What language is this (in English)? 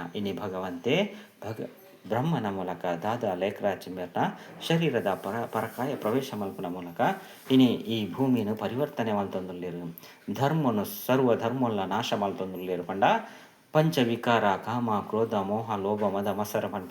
Tulu